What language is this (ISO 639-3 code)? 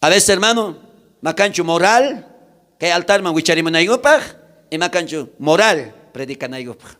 quh